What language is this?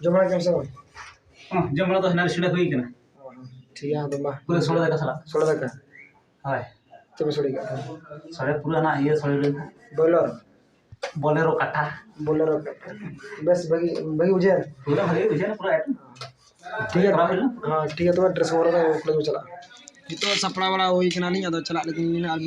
Santali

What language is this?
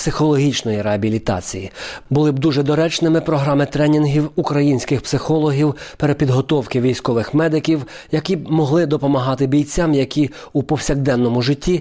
Ukrainian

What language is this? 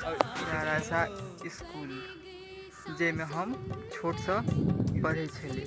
Maithili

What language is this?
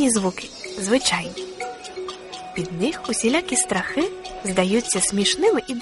Ukrainian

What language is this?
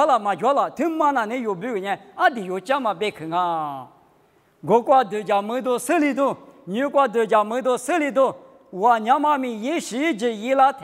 Lisu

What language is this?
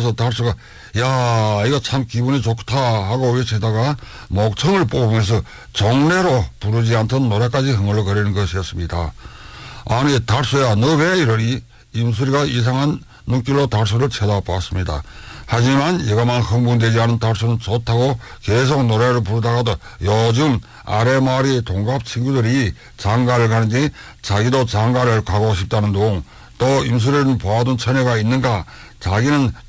Korean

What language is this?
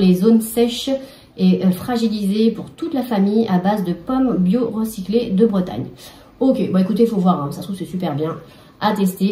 French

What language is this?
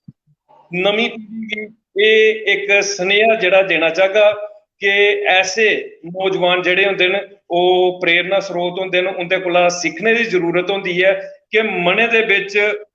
Dogri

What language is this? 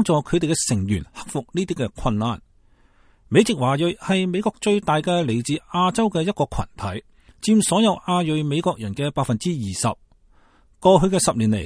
Cantonese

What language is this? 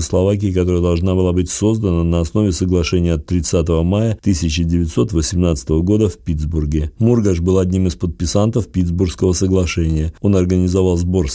Russian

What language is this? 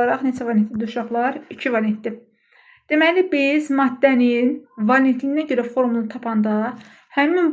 Azerbaijani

